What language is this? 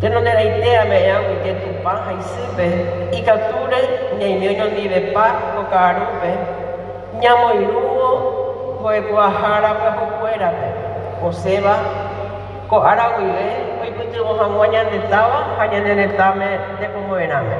Guarani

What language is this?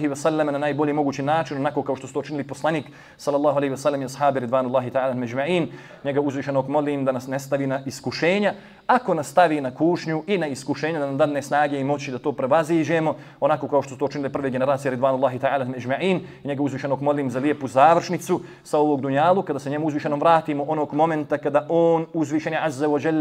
Bosnian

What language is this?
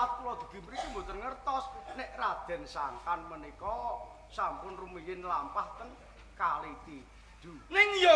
Javanese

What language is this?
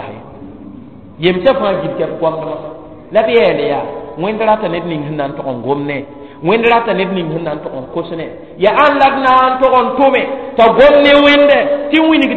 Mossi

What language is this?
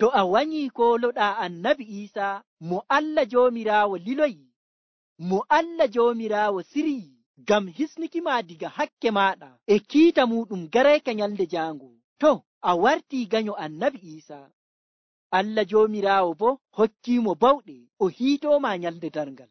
Nigerian Fulfulde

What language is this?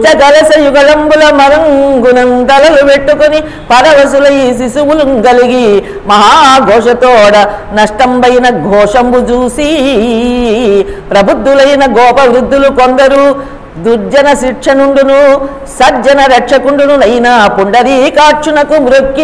Telugu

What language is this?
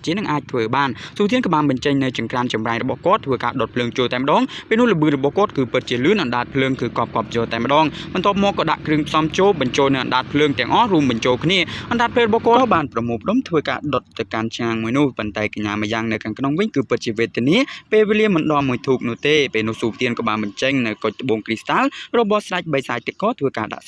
Khmer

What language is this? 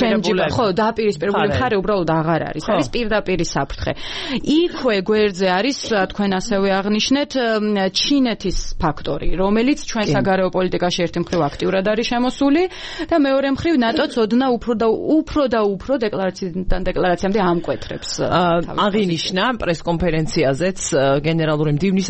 Georgian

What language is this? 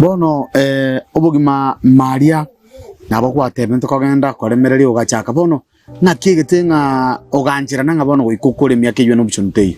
Gusii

